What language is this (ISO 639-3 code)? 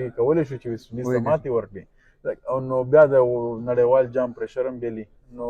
pus